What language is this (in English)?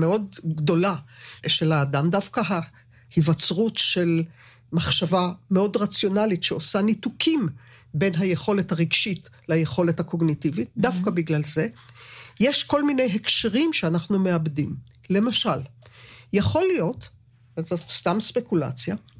Hebrew